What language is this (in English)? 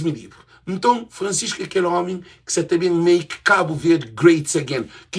Kabuverdianu